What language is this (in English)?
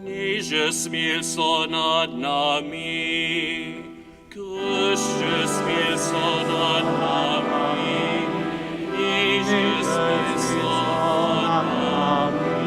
Upper Sorbian